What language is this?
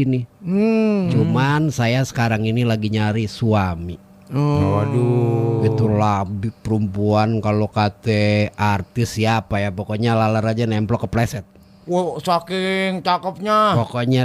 Betawi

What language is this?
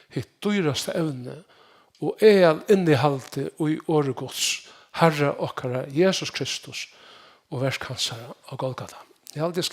Faroese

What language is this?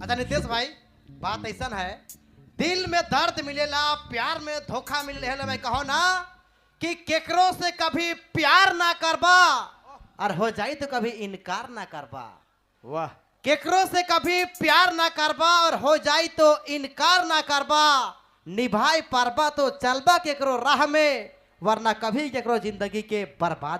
Sadri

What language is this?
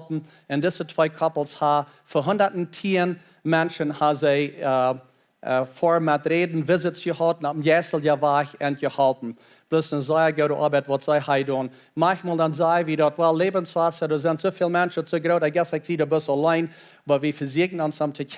Plautdietsch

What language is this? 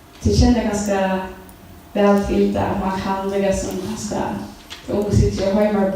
Faroese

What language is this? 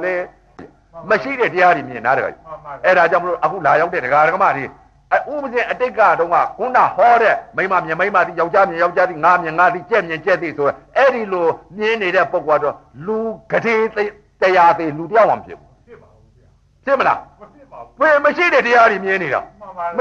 Burmese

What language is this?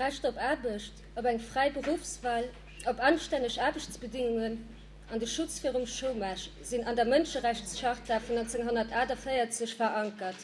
Luxembourgish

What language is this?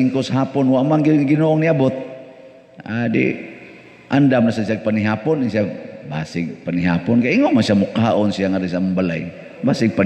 Cebuano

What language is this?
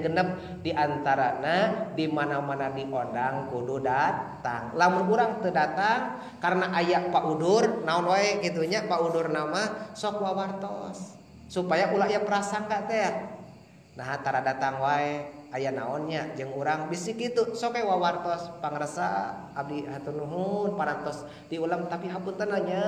Sundanese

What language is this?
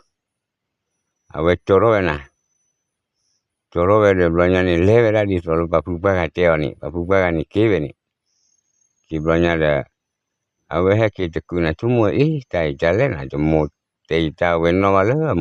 S'gaw Karen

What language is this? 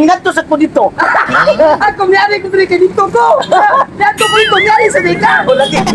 Cebuano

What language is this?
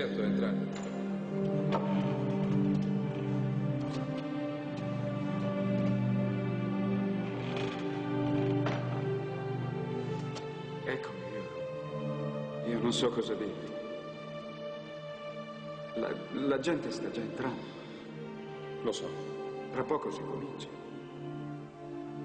Italian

